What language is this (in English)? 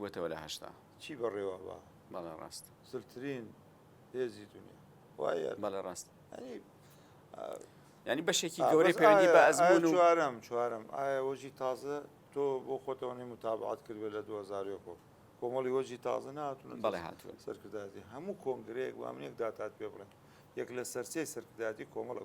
Central Kurdish